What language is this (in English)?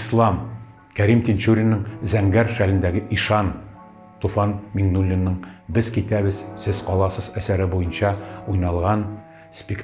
Tatar